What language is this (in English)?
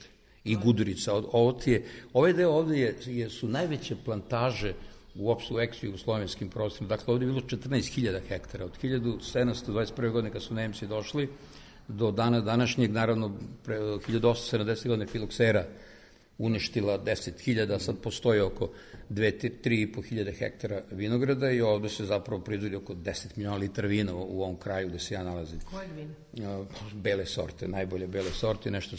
Serbian